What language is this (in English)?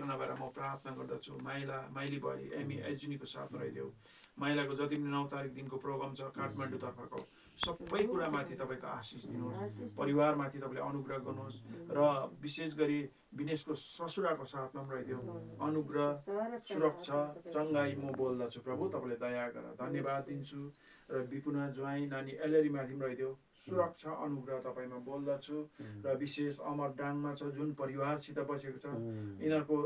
Nepali